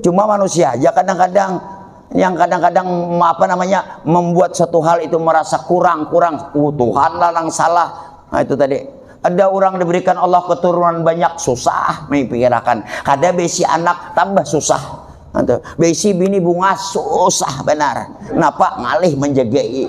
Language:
Banjar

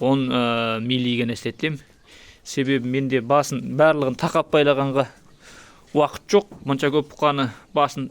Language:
Kazakh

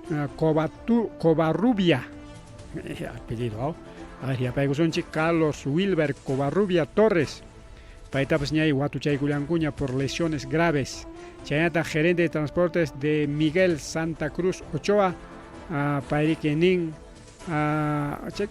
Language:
Ayacucho Quechua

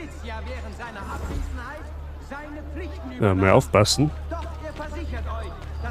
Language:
Bavarian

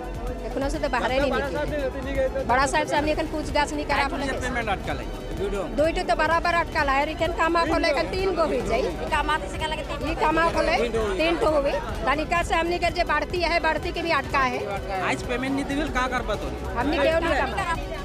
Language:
Sadri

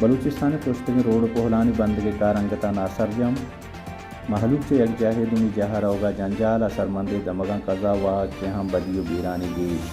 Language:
Baluchi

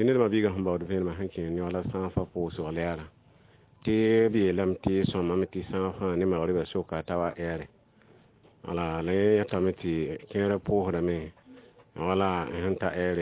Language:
Mossi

